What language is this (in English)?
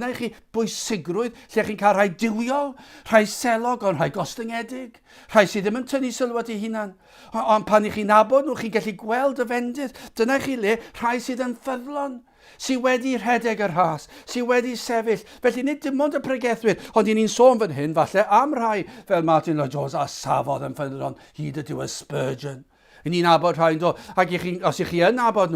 Welsh